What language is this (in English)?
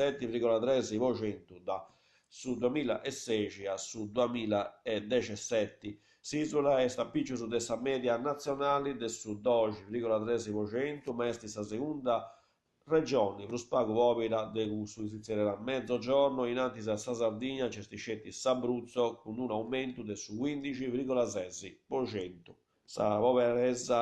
Sardinian